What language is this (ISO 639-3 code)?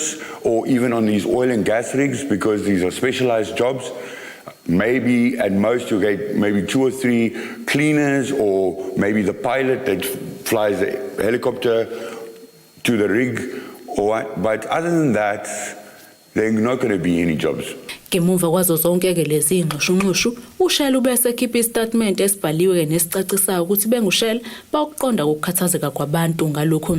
zul